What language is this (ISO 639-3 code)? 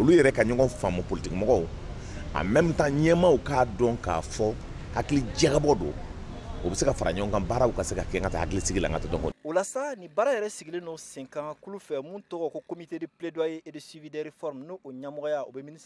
bam